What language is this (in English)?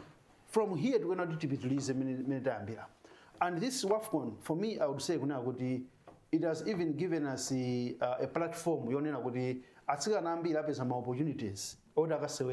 Nyanja